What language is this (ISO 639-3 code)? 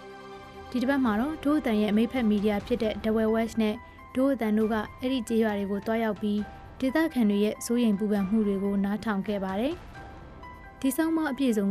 mya